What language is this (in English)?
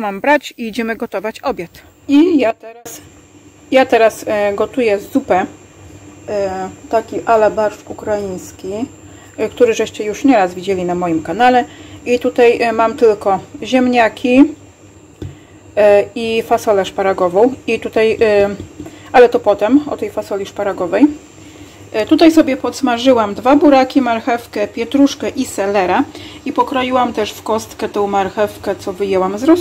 Polish